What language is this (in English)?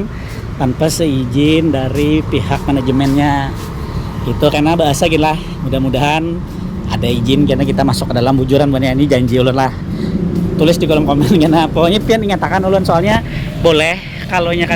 Banjar